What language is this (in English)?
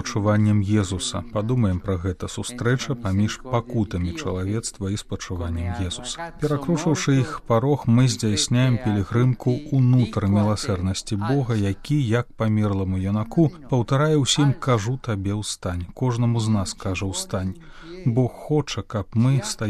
Belarusian